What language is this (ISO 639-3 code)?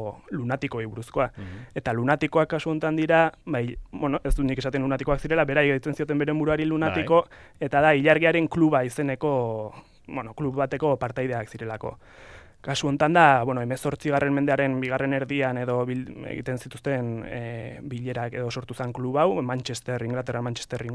eus